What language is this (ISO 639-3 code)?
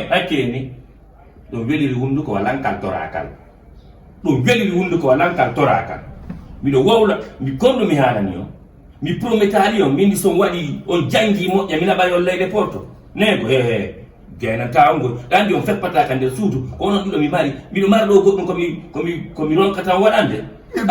ful